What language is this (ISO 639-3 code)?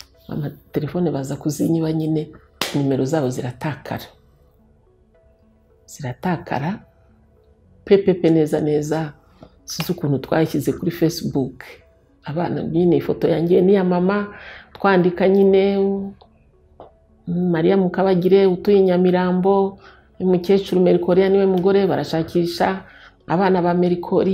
kin